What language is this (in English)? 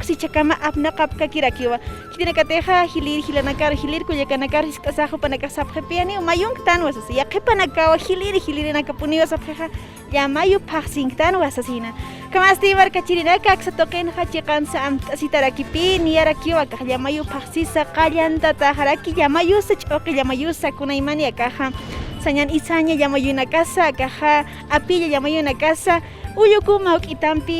Aymara